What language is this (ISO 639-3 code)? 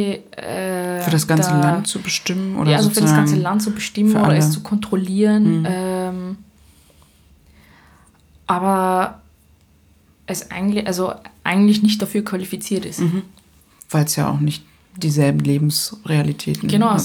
deu